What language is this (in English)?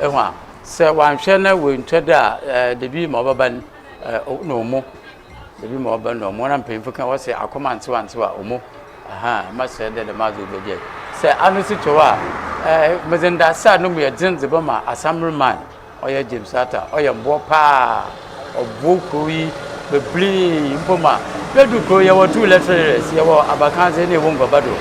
Akan